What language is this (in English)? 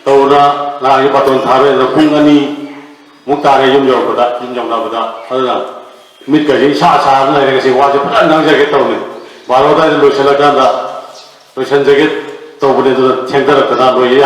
Manipuri